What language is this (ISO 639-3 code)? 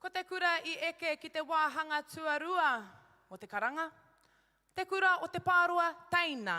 mri